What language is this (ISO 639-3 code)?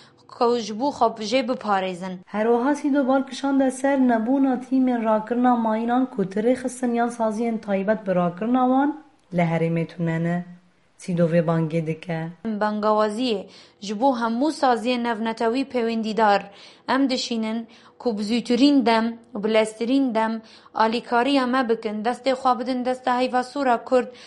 kur